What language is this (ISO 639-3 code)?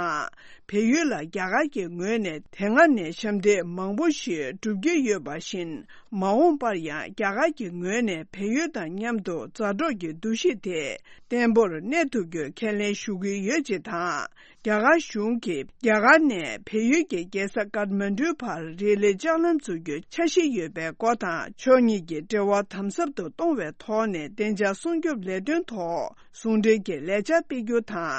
bod